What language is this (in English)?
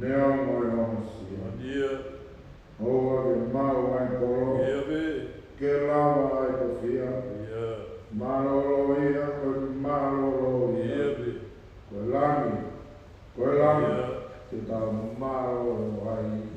Tongan